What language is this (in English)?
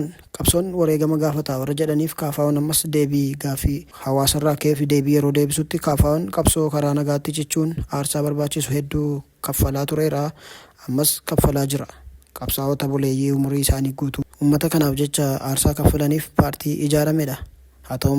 Oromo